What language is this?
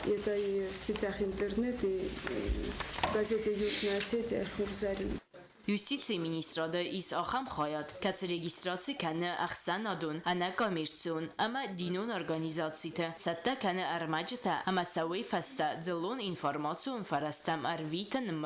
Ossetic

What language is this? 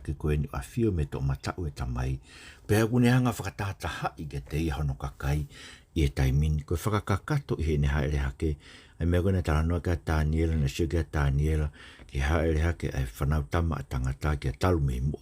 Tongan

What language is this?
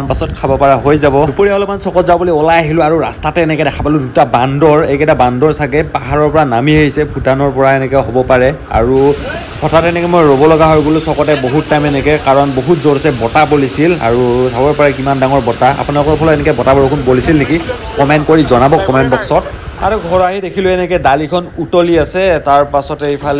Assamese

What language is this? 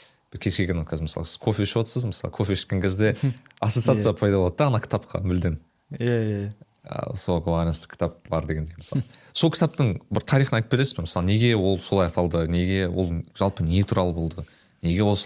Kazakh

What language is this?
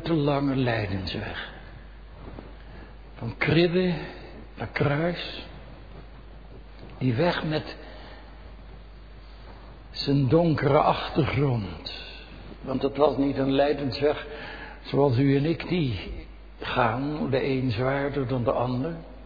Dutch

